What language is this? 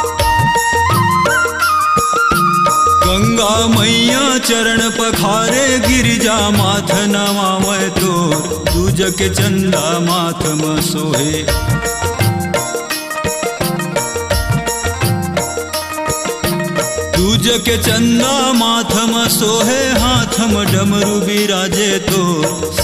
Chhattisgarhi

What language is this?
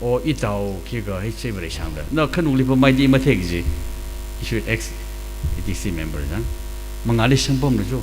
Tangkhul Naga (India)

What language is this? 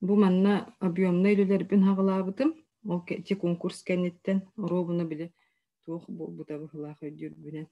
Yakut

